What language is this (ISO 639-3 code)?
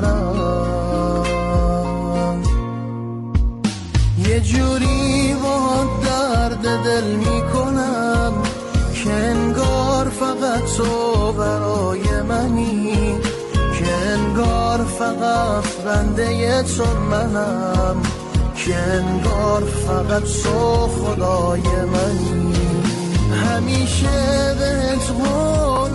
fas